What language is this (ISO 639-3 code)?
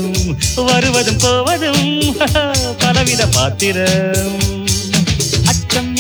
tam